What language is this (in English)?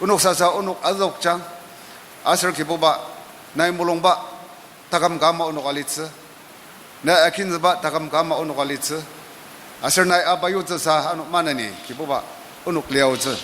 Ao Naga